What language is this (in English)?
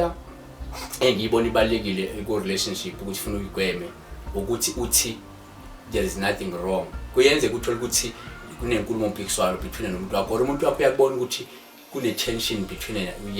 Zulu